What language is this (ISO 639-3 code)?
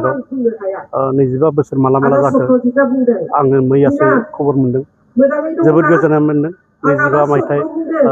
brx